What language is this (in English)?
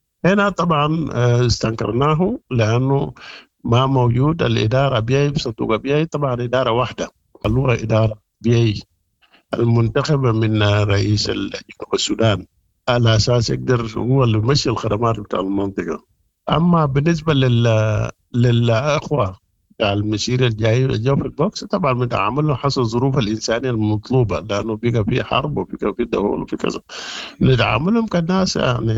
Sudanese Arabic